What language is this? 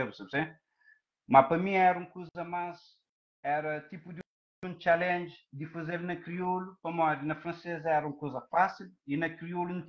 Kabuverdianu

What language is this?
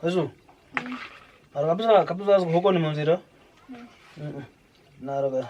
Kwangali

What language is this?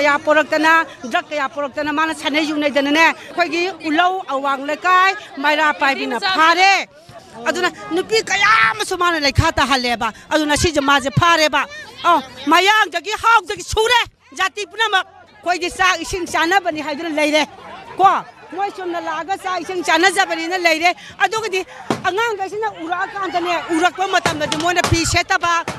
Manipuri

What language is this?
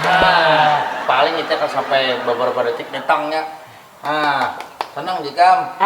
Banjar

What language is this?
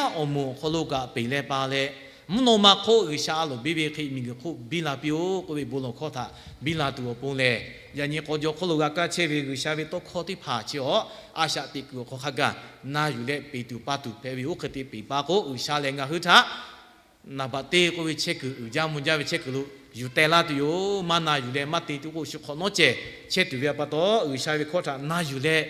Lahu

